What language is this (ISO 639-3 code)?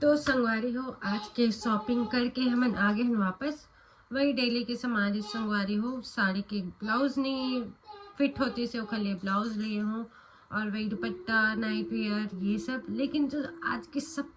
hne